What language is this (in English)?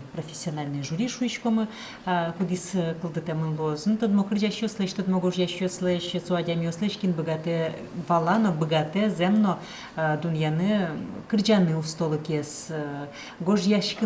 Udmurt